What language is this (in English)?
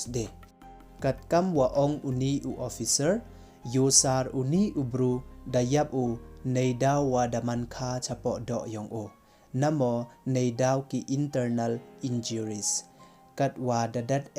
Pnar